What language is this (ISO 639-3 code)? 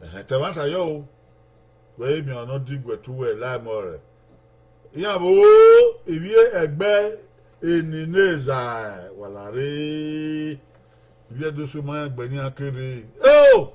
bin